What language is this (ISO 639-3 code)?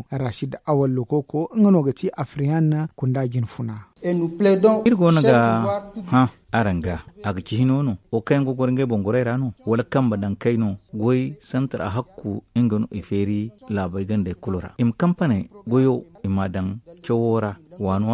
dje